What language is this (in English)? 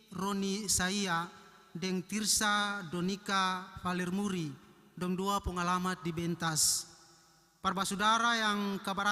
Ambonese Malay